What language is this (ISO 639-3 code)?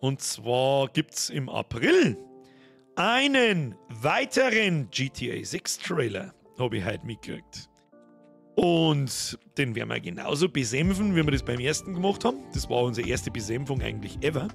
bar